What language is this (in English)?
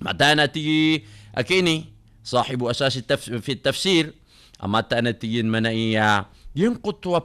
Maranao